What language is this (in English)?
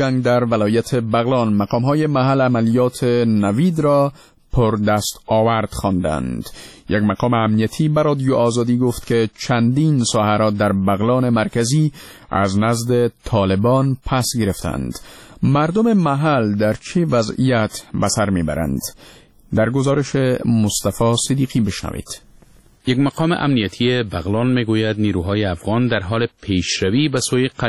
Persian